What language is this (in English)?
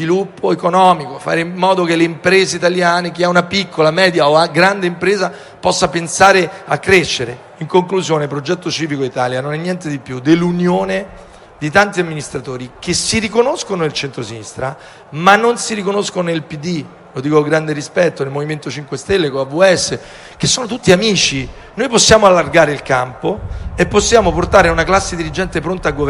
Italian